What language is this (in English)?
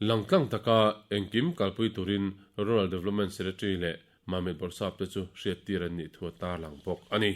Mizo